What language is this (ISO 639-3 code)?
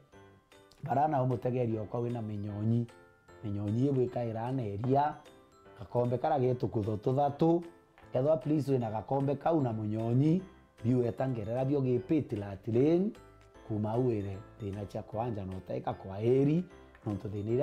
mer